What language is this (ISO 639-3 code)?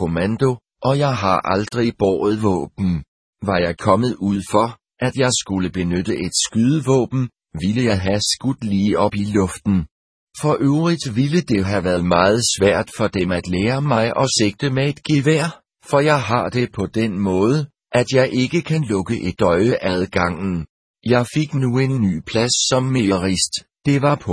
dan